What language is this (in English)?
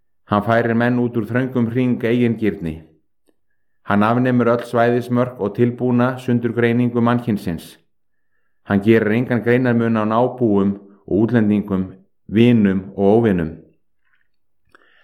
Icelandic